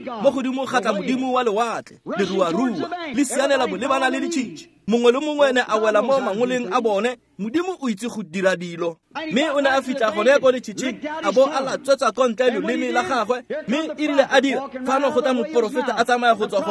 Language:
Tswana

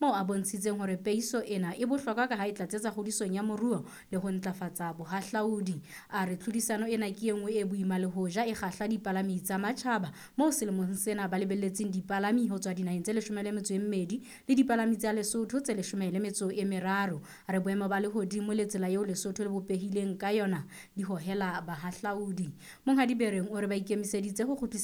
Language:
Southern Sotho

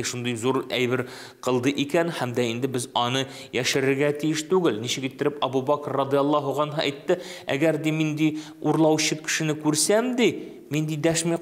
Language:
Tatar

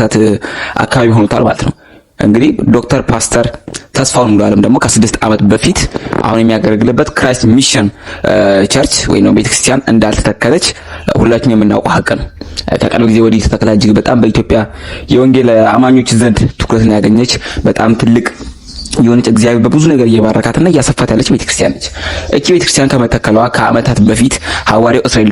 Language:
Amharic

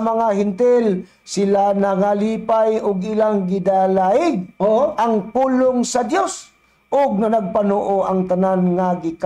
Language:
Cebuano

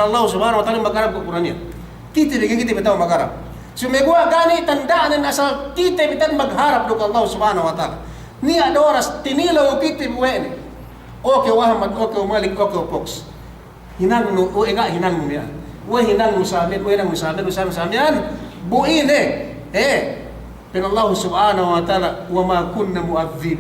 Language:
Yakan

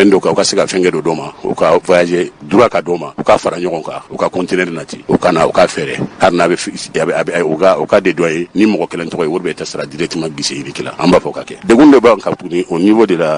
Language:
Bambara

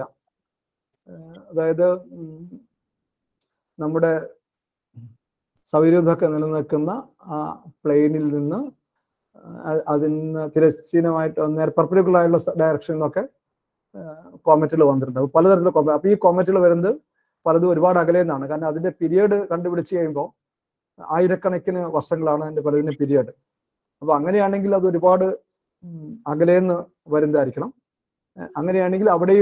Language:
Malayalam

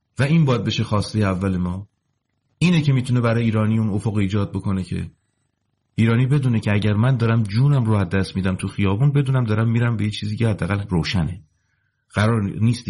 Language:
Persian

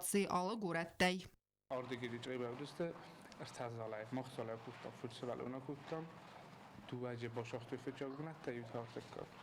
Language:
Ossetic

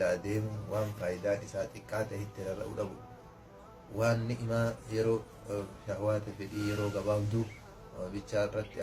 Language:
Oromo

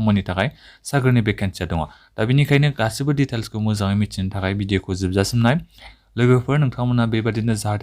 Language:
Bodo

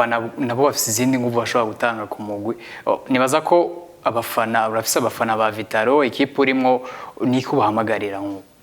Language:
Rundi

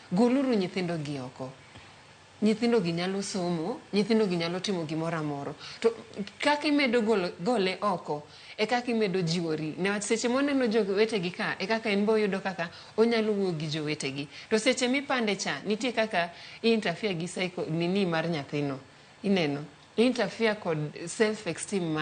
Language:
Luo (Kenya and Tanzania)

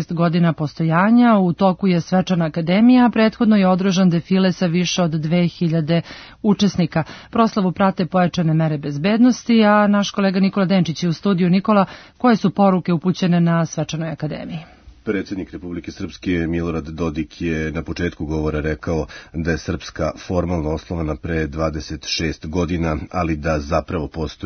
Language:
Serbian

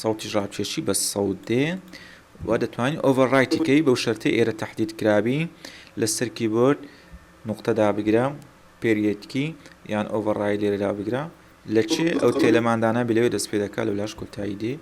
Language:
Central Kurdish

